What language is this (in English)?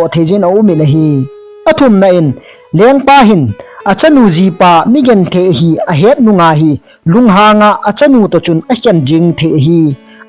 Thado Chin